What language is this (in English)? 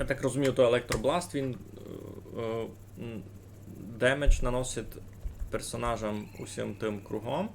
Rusyn